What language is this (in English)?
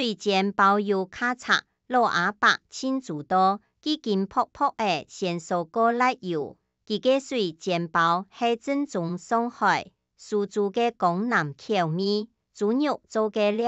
Hakka Chinese